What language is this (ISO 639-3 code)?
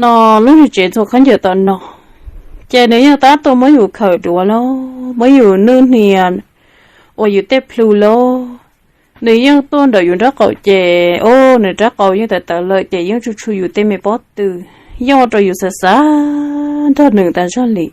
hmn